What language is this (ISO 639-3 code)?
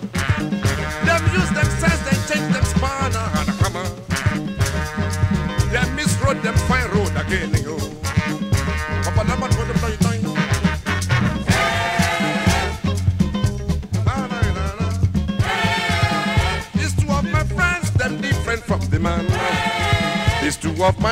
pcm